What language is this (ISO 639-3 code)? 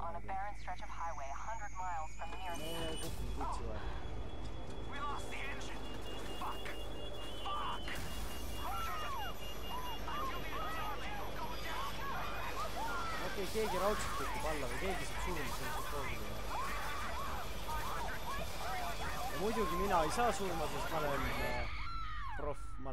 est